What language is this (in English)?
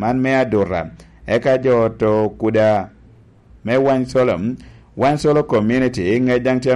Lango (Uganda)